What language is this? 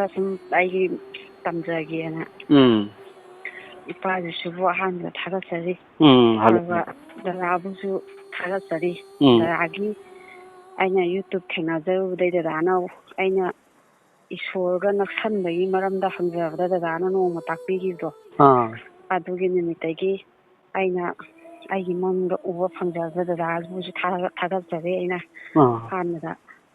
Manipuri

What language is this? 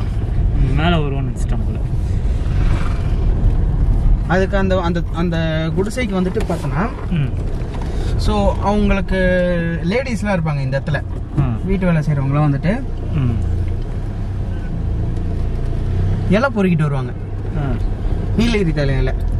Tamil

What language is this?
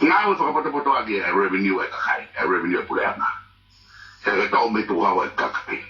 Tongan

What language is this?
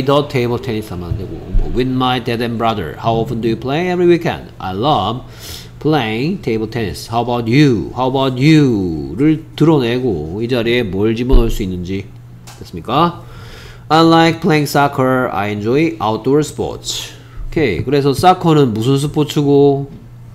Korean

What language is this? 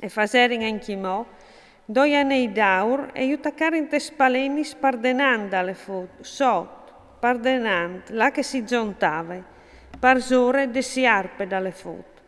Friulian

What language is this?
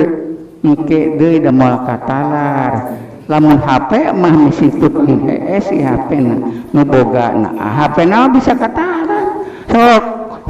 Sundanese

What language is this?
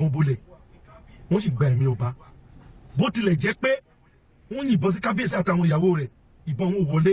Yoruba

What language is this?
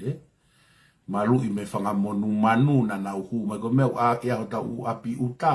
Tongan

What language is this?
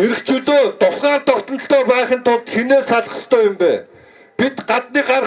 Mongolian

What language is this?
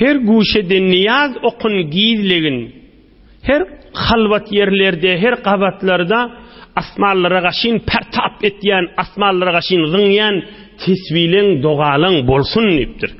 Turkmen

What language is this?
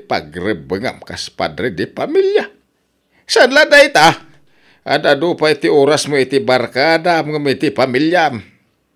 Iloko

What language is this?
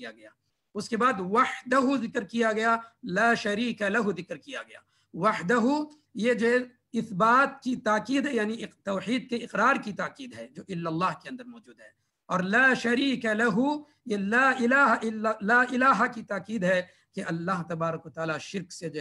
Urdu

